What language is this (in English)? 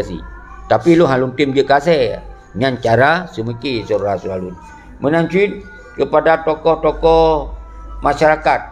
Achinese